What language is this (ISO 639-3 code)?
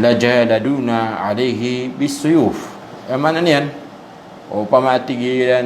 mrw